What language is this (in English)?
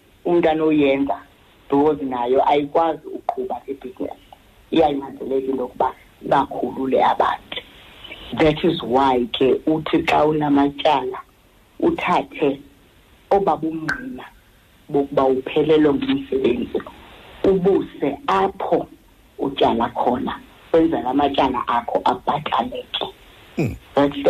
Xhosa